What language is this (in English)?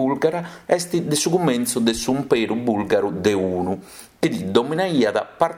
Sardinian